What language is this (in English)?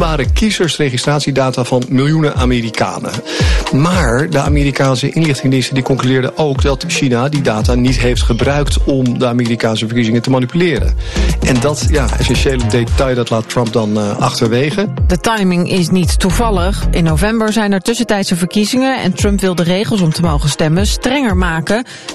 Dutch